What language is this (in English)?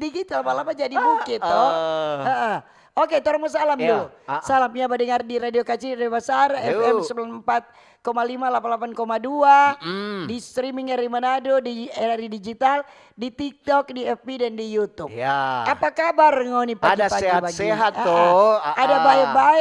Manado Malay